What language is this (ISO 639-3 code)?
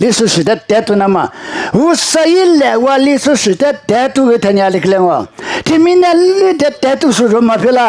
lis